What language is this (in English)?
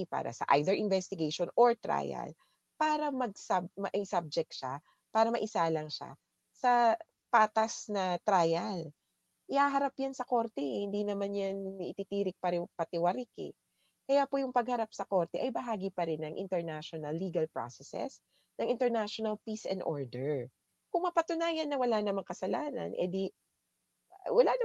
Filipino